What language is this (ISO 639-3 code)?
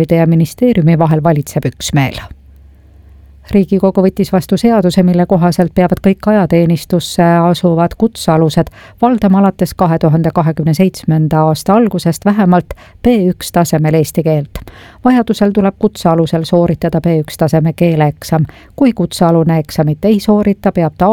est